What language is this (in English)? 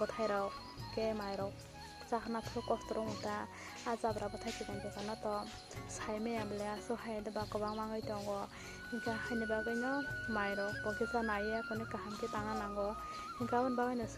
Kok Borok